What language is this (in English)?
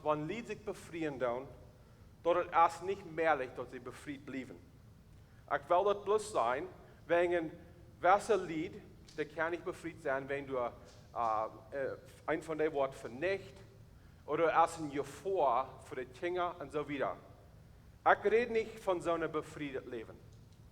Plautdietsch